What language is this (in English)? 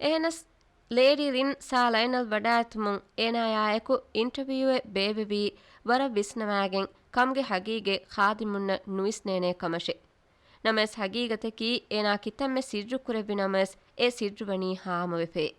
Divehi